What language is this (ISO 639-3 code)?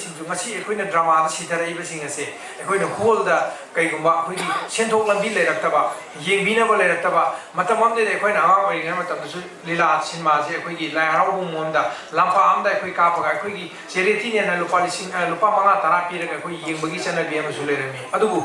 mni